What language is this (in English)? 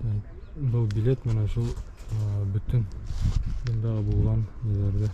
Bashkir